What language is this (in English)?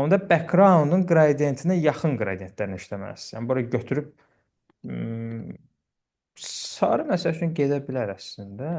Azerbaijani